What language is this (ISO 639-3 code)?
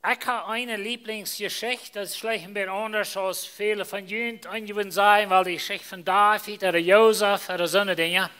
pdt